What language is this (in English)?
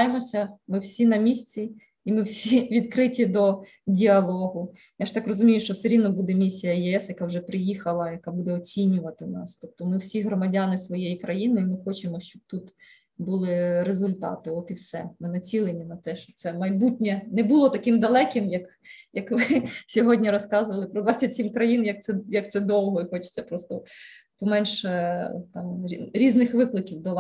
Ukrainian